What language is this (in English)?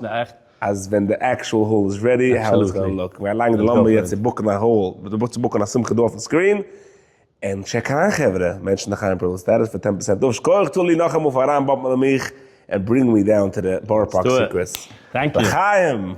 Yiddish